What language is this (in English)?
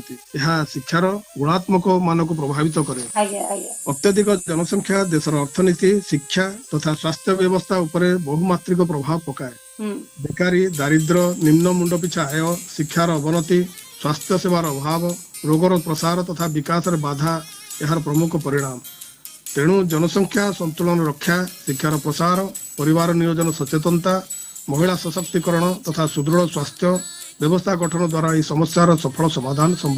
Odia